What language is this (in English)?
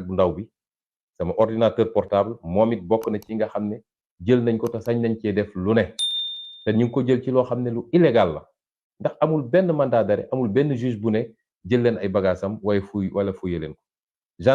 Wolof